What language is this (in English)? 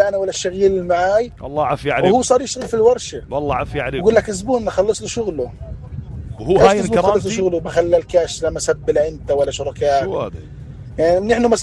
North Levantine Arabic